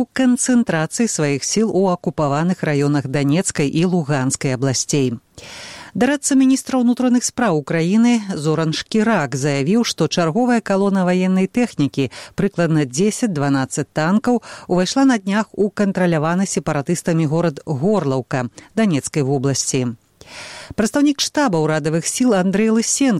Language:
Belarusian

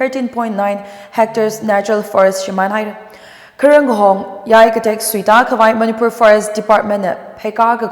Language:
Tangkhul Naga (India)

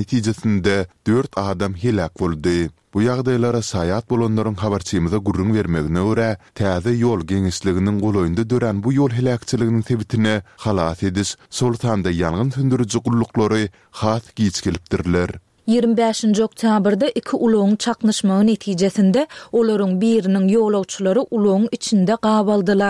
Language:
Turkmen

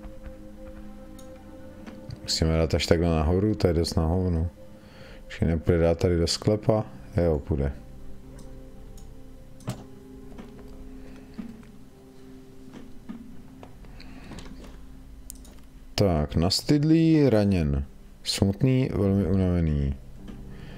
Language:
Czech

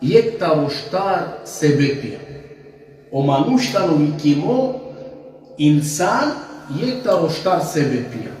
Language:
Balkan Romani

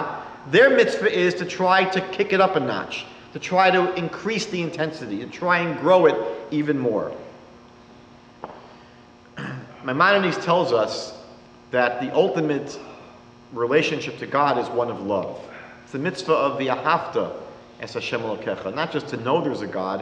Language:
English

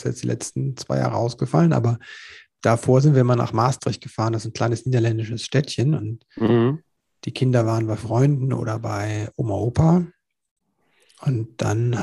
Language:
German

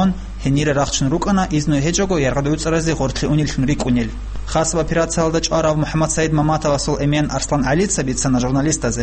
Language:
Avaric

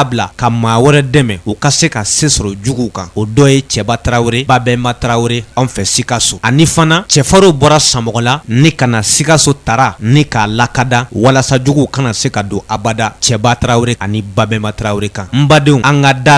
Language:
Bambara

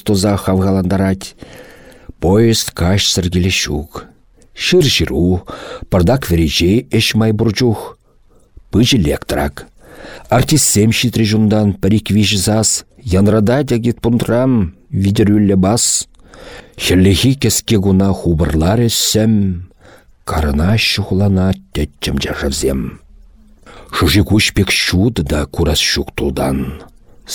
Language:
Chuvash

